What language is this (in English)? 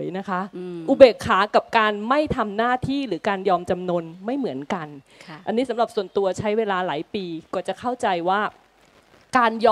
Thai